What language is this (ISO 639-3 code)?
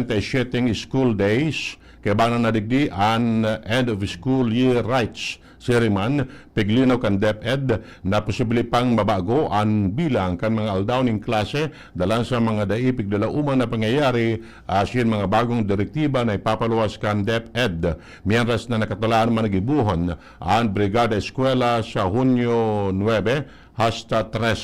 bik